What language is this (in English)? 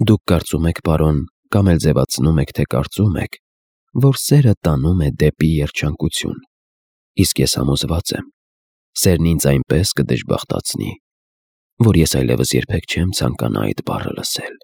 Armenian